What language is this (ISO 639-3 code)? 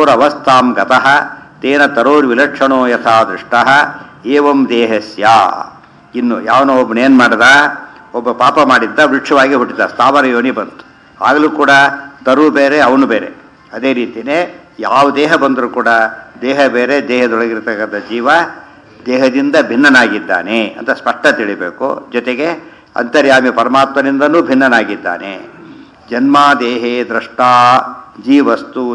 kan